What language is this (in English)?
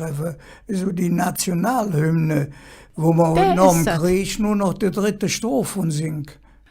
Colognian